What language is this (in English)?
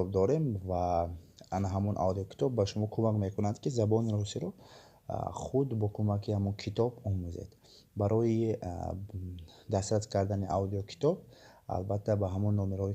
Tajik